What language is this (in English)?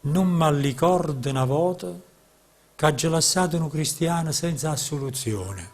Neapolitan